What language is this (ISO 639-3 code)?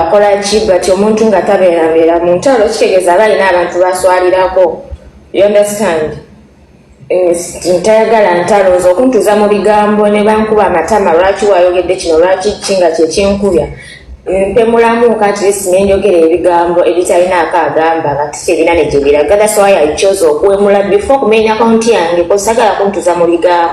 lug